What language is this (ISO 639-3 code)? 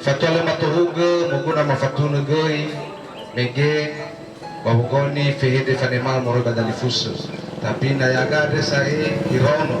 nia